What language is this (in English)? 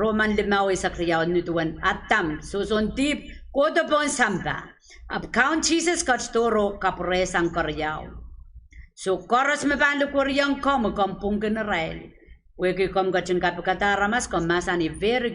Pohnpeian